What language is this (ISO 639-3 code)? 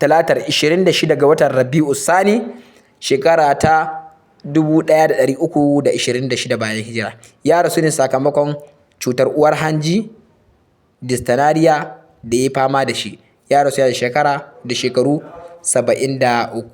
hau